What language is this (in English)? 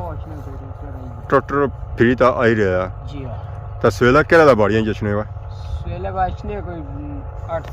Pahari-Potwari